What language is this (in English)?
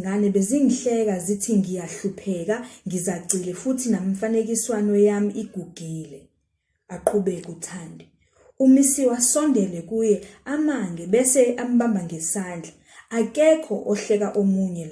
Zulu